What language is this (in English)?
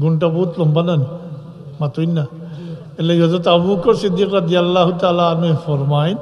Sylheti